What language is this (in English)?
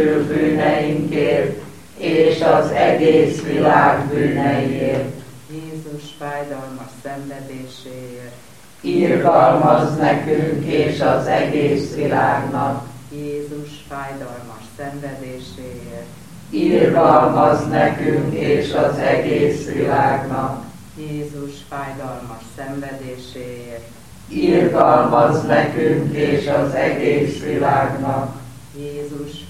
Hungarian